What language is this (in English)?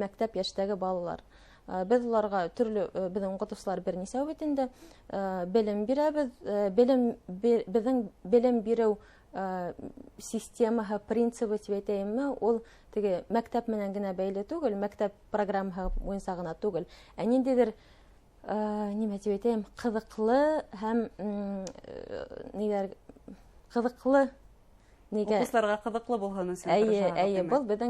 Bashkir